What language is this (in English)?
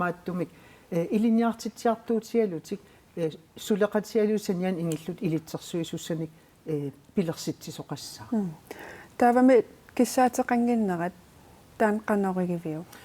Kalaallisut